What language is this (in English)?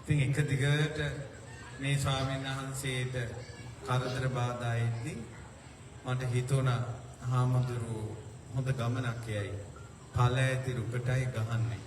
Sinhala